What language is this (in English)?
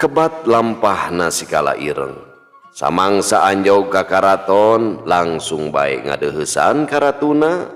Sundanese